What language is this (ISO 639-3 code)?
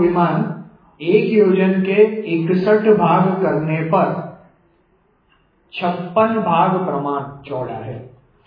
guj